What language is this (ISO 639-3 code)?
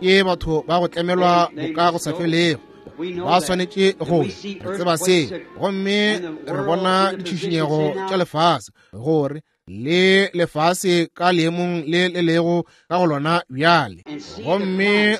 nso